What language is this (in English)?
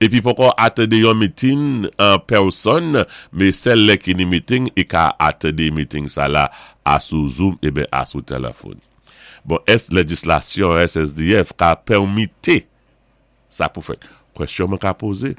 Saint Lucian Creole French